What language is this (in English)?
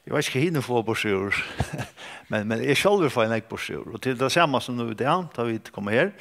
Faroese